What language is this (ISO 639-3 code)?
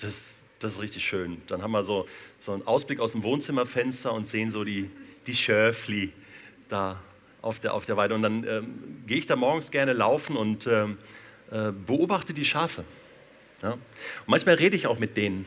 gsw